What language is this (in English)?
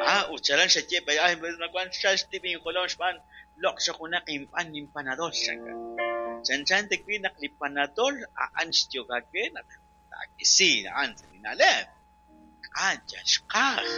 Kekchí